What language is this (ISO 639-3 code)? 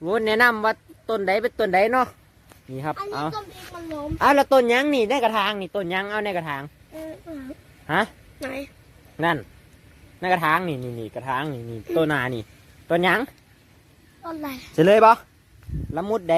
lao